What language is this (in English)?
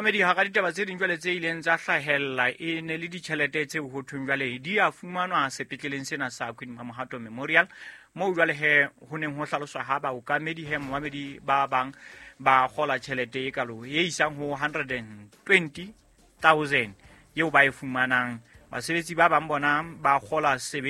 Southern Sotho